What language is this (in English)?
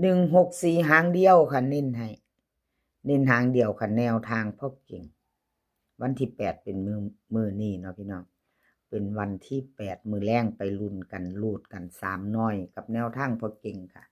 Northeastern Thai